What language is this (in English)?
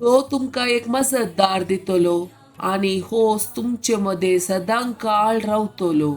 Konkani